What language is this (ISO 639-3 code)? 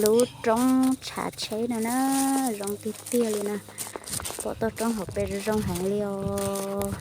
hmn